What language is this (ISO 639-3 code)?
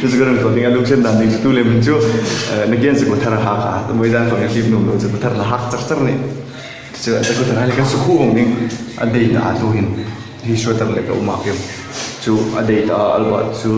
hmr